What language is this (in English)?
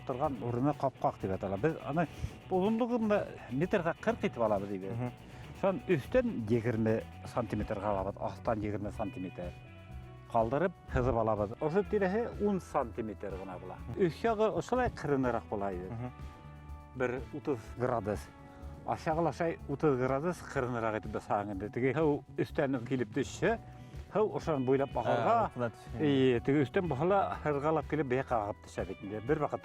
Bashkir